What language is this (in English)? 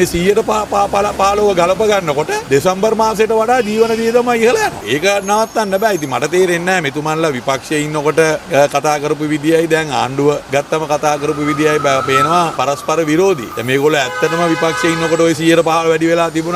Sinhala